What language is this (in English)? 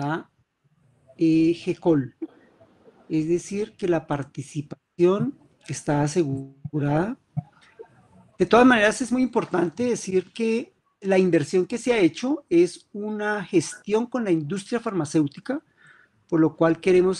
Spanish